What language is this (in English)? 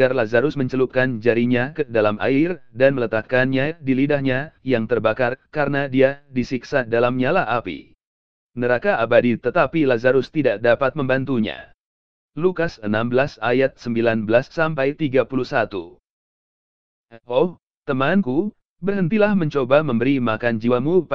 Indonesian